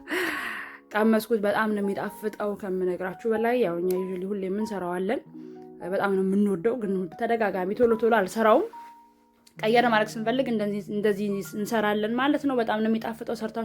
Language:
Amharic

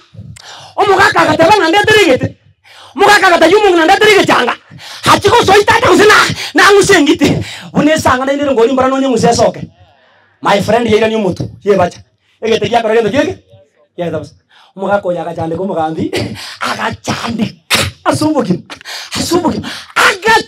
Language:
Gusii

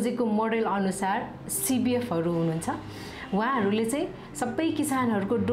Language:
Nepali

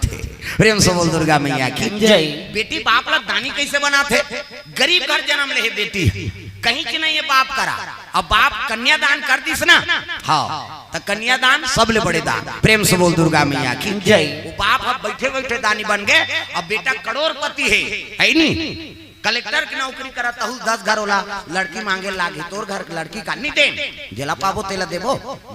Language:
Chhattisgarhi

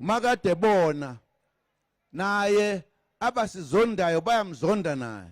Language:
Zulu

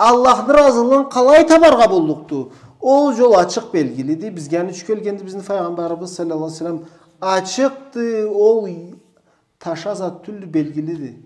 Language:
Karachay-Balkar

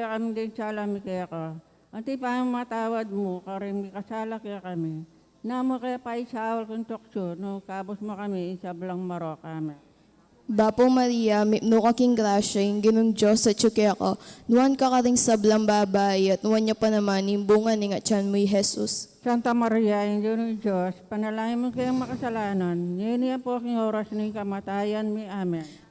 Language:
Pampanga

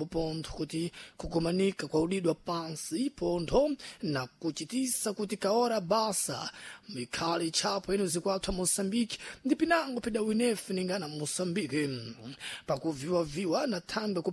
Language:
Sena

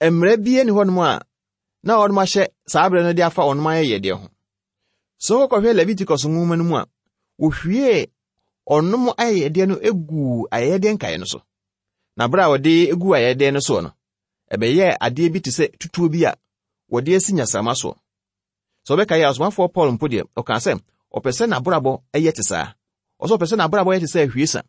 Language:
Akan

